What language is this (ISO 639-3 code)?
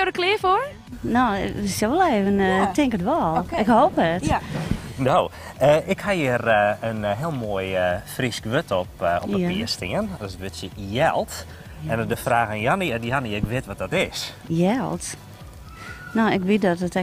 fry